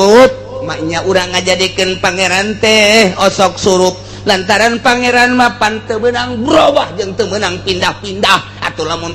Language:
Sundanese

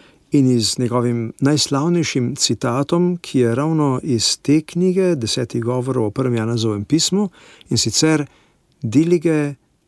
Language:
Slovenian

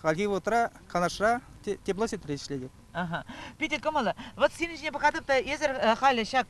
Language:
Chuvash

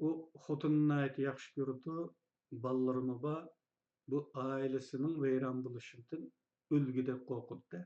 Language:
Uyghur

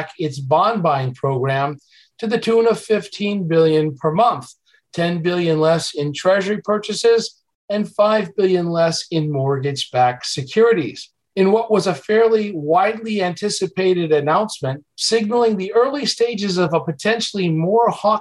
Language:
English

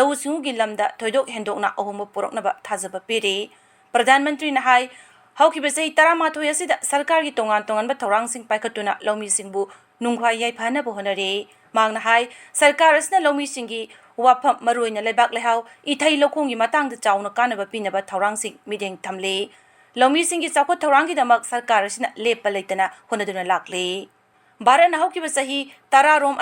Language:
Manipuri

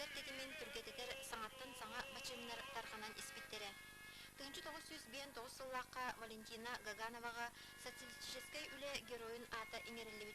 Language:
Yakut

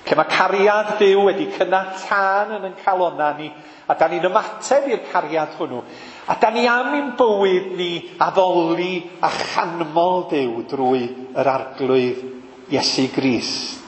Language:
Welsh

